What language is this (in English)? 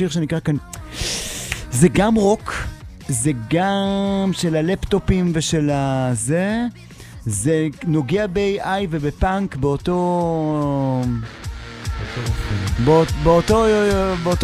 Hebrew